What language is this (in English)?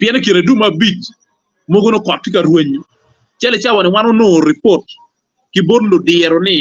Acoli